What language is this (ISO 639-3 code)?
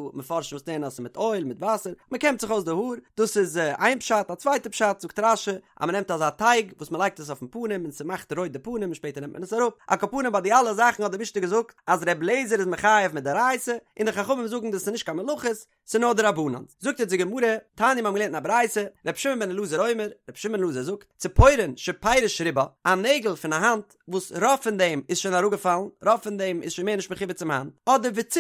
yid